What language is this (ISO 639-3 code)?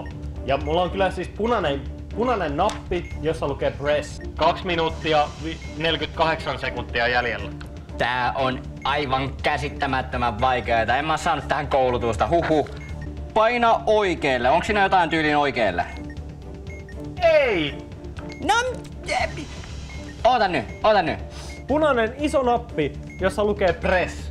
fin